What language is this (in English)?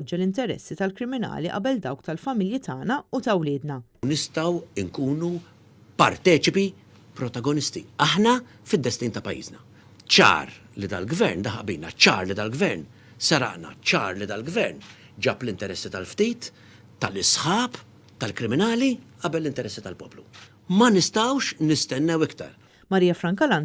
Maltese